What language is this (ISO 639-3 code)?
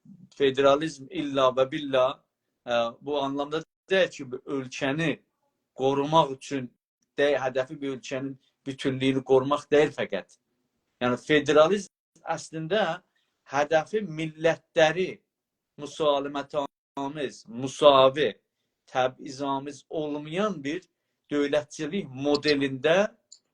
azb